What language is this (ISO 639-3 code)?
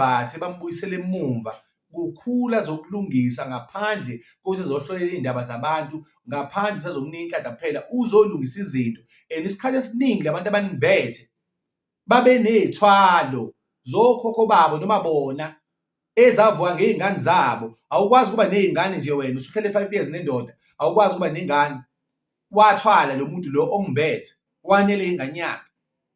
zul